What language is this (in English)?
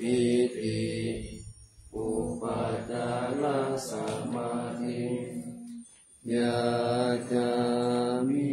Pali